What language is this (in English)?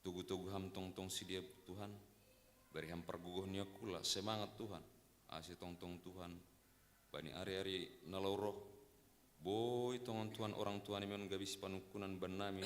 Batak Simalungun